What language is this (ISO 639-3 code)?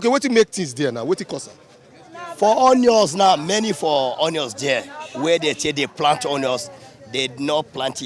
pcm